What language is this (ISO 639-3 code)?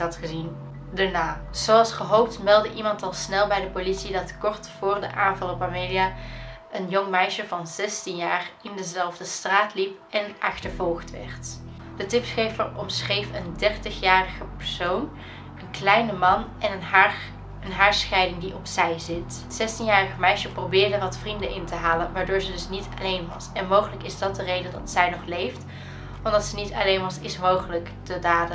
nld